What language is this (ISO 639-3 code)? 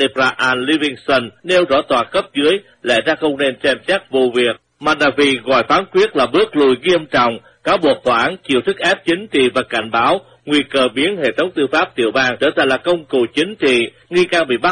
vie